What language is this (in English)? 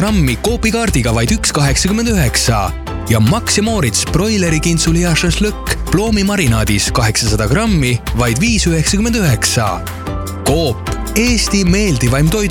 Estonian